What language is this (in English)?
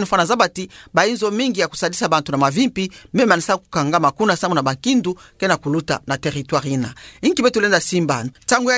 Kituba (Democratic Republic of Congo)